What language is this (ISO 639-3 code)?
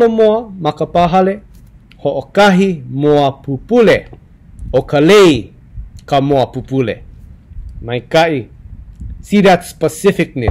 haw